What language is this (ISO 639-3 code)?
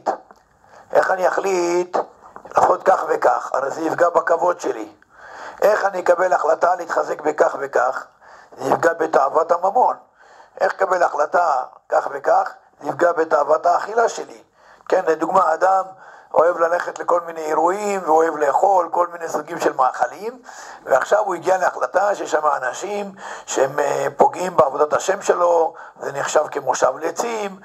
heb